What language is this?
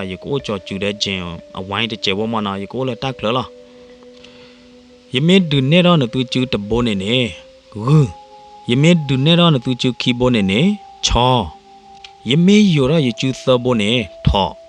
S'gaw Karen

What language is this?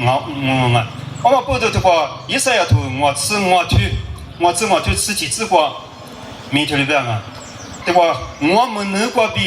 Lisu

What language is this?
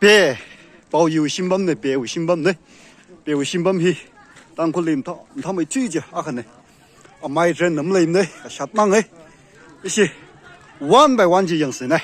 Tangkhul Naga (India)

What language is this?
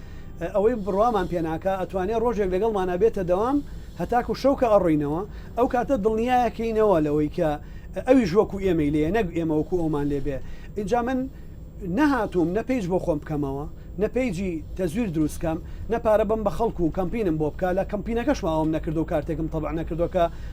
Central Kurdish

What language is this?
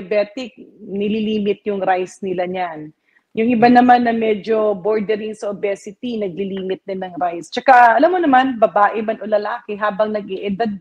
Filipino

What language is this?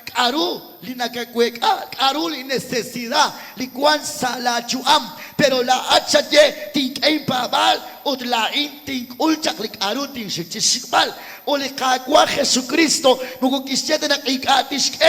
Kekchí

